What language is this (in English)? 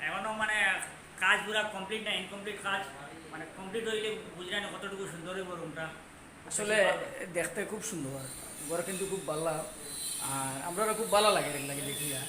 Sylheti